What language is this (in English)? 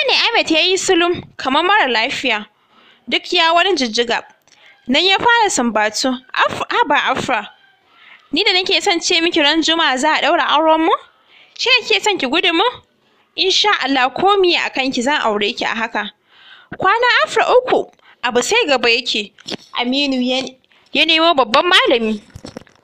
Hausa